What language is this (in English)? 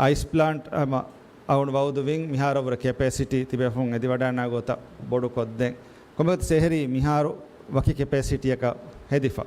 Divehi